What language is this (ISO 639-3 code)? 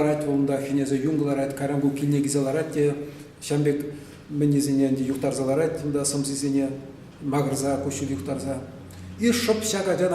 chv